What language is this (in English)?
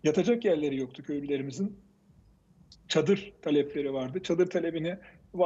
Turkish